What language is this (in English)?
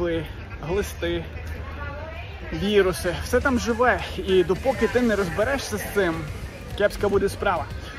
Ukrainian